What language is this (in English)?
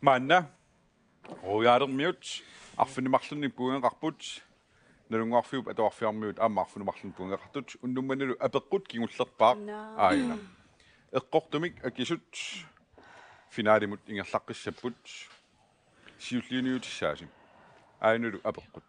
Kalaallisut